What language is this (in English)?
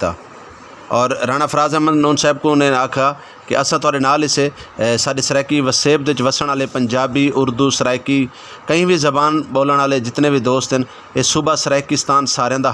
Saraiki